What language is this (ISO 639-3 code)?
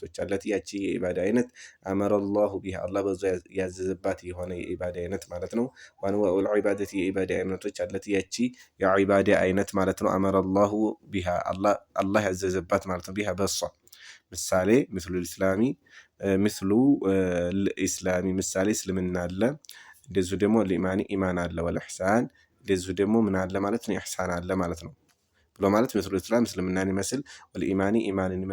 amh